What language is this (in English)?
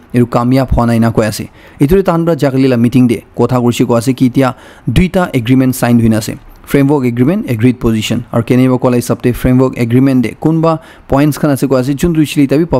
Naga Pidgin